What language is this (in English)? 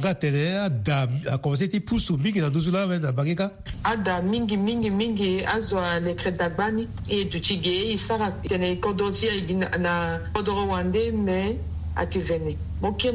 Sango